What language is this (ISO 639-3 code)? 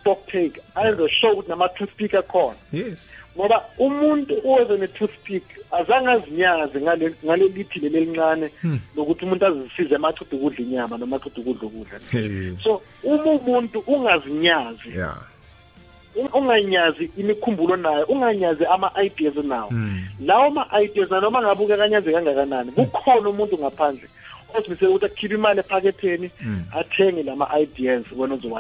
nbl